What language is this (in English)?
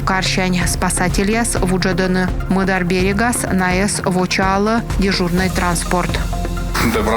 Komi